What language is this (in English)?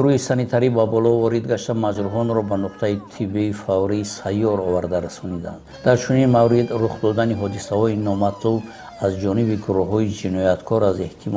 Tajik